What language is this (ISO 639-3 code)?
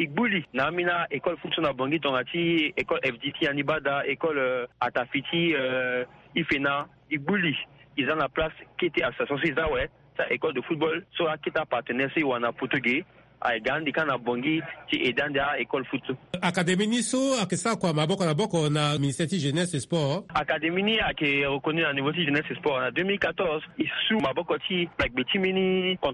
sag